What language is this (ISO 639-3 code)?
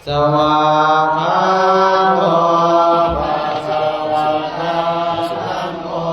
pli